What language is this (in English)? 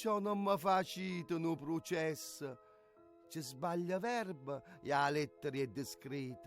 Neapolitan